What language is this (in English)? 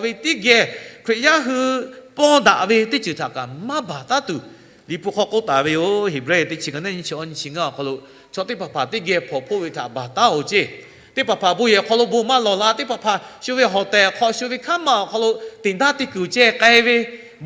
Lahu